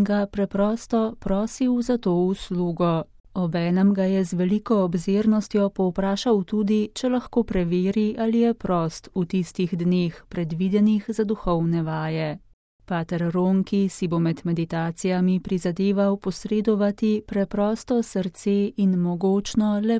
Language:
Slovenian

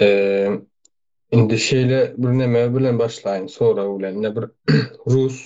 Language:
Turkmen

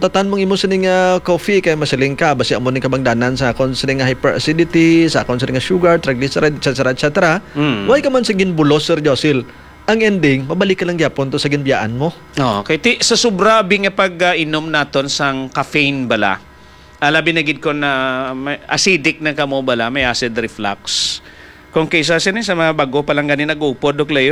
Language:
Hiligaynon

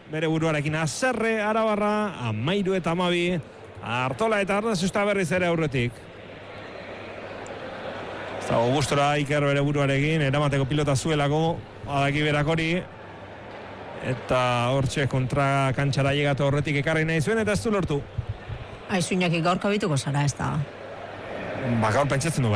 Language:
Basque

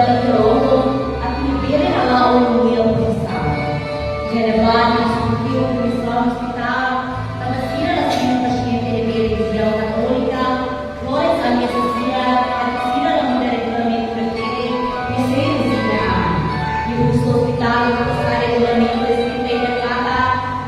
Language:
Tetum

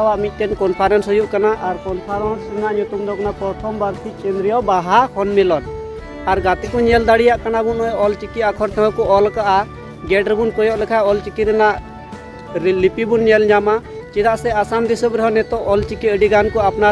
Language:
Santali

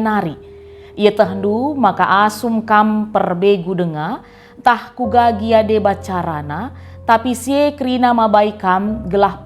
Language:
Batak Karo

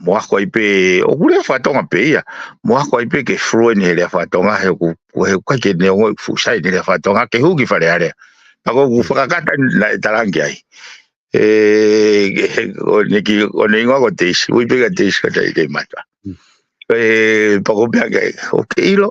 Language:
Tongan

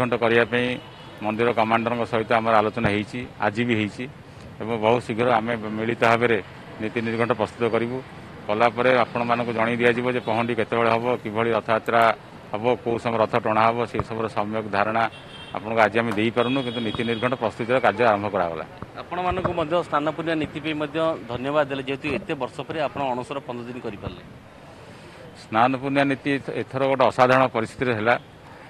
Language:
Odia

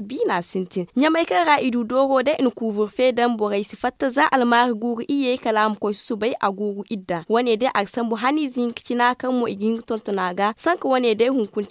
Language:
Zarma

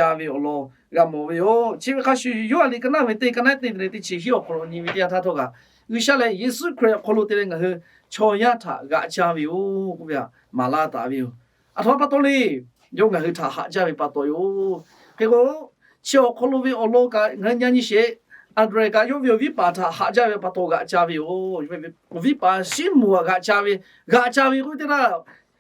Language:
Lahu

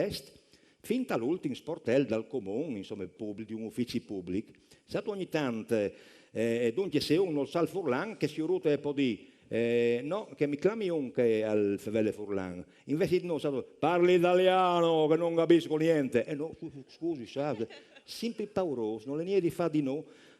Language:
Friulian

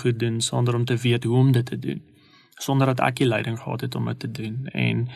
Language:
Afrikaans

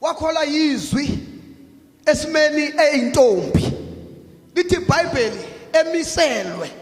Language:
Zulu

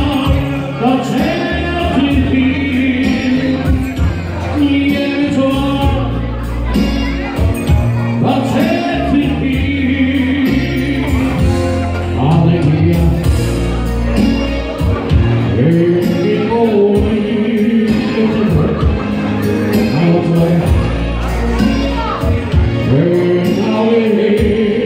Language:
Dutch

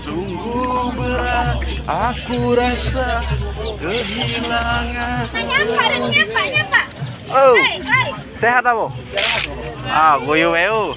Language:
Musi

